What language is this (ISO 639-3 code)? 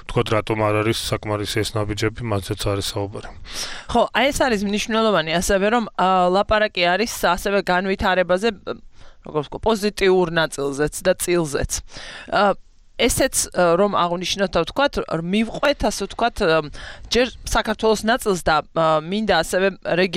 kat